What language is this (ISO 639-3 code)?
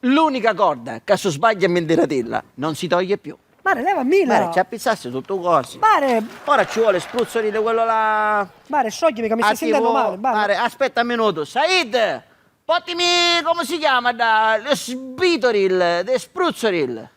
scn